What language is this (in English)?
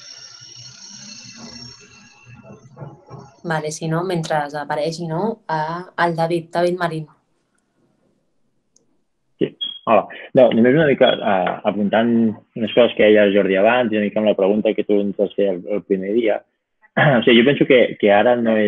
Catalan